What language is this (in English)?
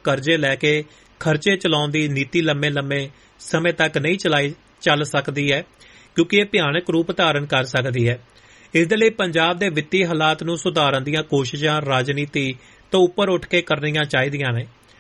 Punjabi